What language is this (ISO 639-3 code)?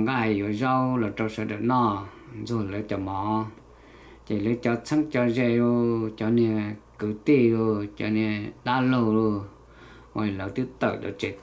hmn